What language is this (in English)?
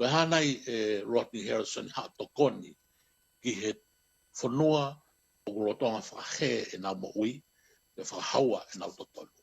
Tongan